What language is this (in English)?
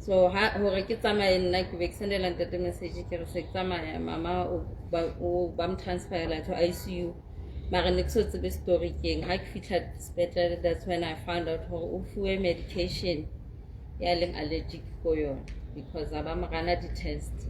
Southern Sotho